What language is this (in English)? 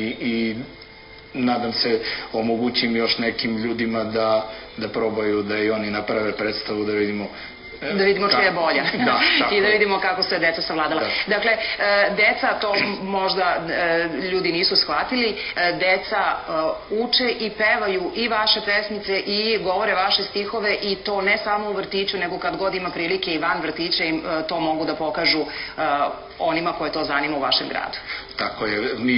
Serbian